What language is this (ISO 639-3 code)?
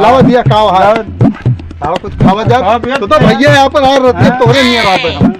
awa